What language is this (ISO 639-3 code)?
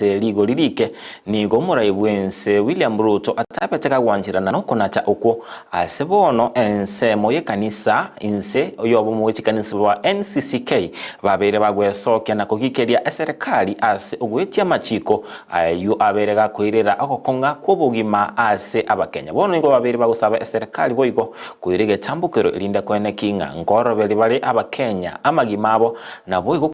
guz